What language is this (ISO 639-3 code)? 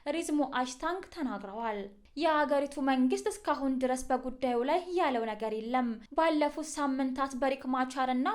amh